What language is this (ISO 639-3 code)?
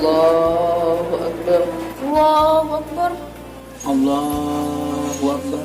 mui